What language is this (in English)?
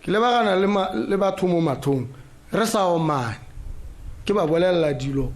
Tswana